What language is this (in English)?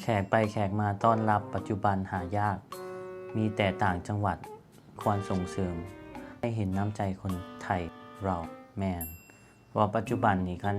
Lao